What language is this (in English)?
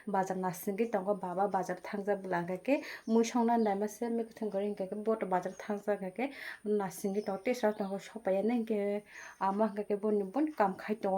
Kok Borok